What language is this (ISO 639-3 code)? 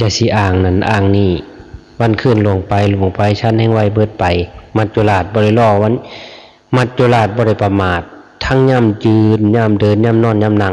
lao